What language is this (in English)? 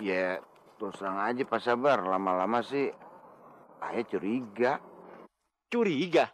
Betawi